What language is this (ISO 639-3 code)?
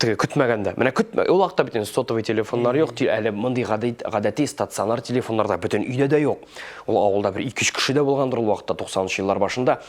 tat